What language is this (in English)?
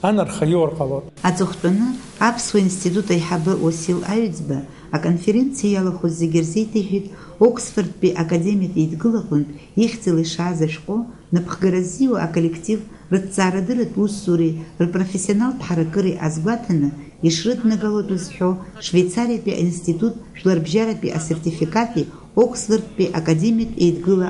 Abkhazian